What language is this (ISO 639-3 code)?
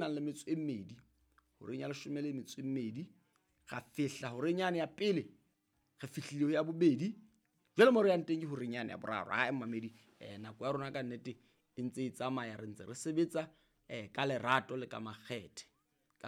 sot